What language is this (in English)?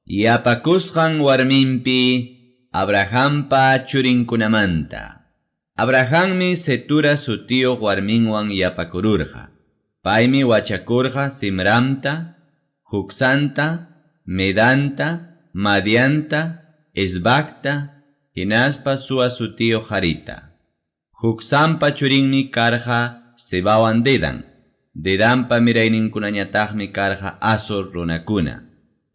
Ayacucho Quechua